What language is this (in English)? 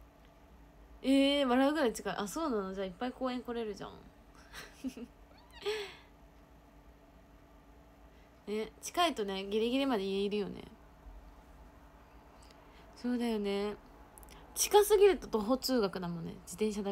Japanese